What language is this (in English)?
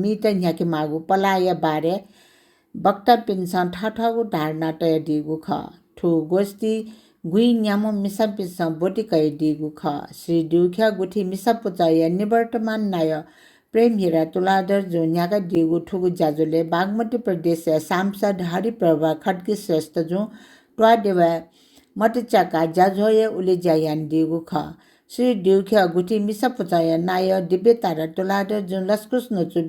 Newari